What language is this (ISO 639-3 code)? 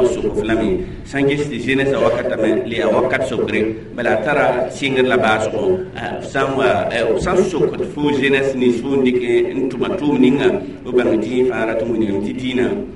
mos